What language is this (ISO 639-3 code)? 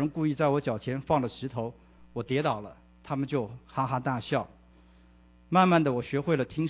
zho